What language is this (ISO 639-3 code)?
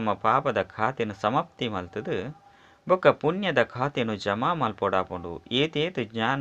tcy